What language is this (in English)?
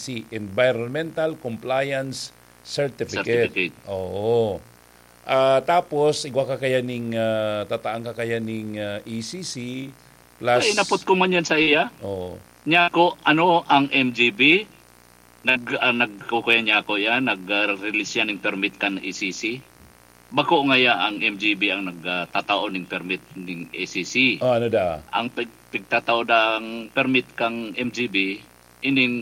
Bikol